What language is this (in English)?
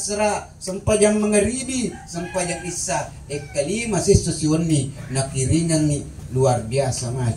Buginese